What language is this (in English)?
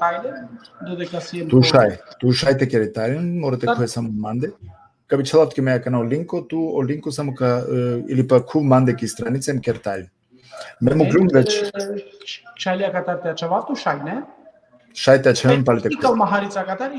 Balkan Romani